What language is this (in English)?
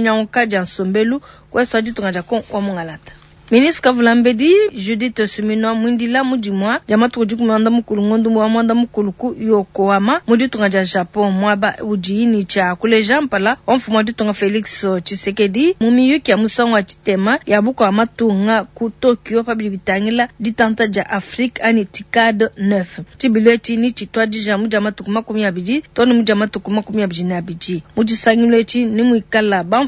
Luba-Lulua